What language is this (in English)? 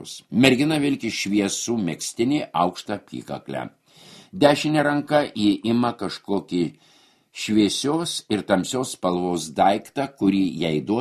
Lithuanian